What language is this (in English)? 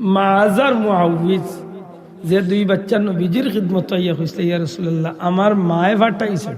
Sylheti